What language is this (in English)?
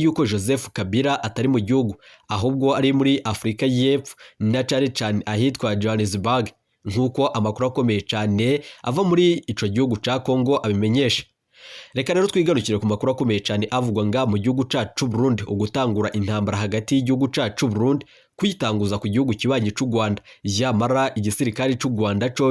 Rundi